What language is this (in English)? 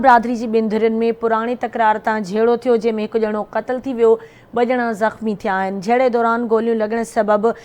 Sindhi